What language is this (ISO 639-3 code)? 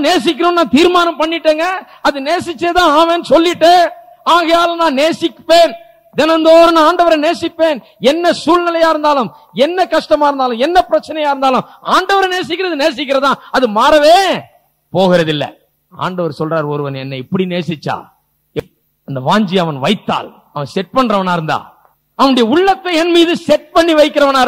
tam